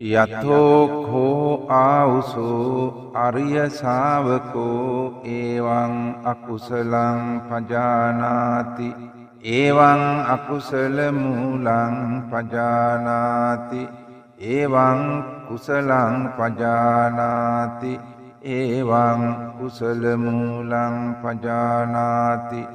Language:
Sinhala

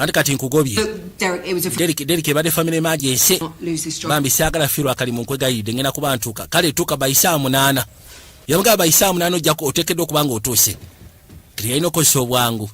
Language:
Ganda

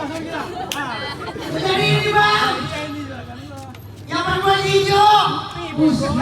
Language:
Betawi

